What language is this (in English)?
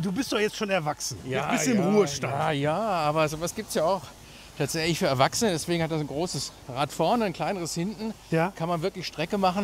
German